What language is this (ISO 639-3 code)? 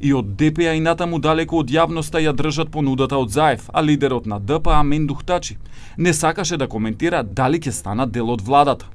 mkd